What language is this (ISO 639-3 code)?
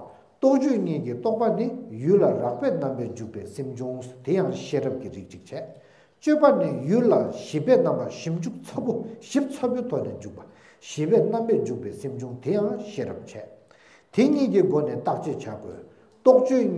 bod